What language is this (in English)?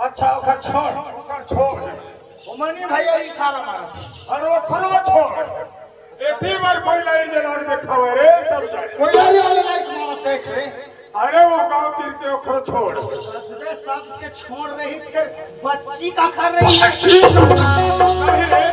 Chhattisgarhi